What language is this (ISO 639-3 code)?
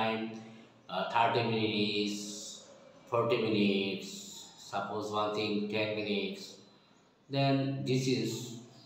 eng